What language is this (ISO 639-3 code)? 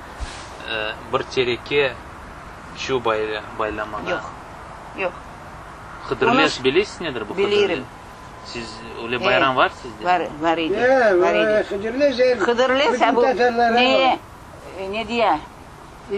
crh